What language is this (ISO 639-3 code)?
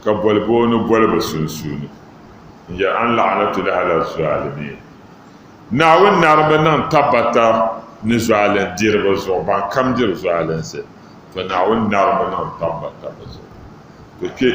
dag